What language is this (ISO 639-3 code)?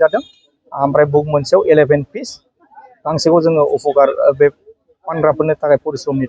brx